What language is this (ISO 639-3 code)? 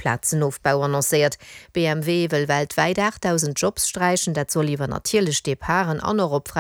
ltz